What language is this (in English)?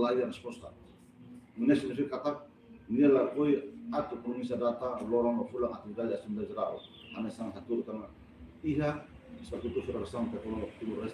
Tetum